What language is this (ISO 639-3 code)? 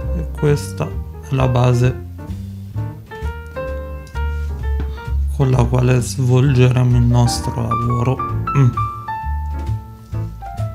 ita